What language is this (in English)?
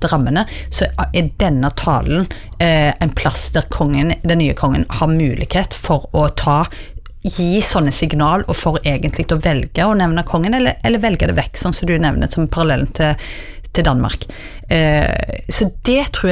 Norwegian